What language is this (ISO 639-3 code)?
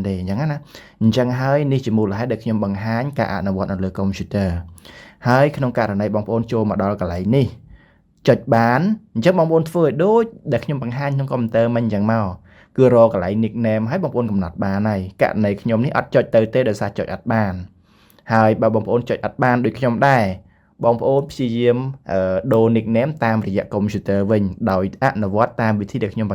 khm